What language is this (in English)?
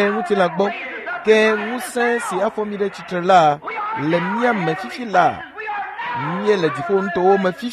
Ewe